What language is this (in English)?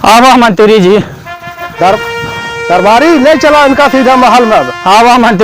Awadhi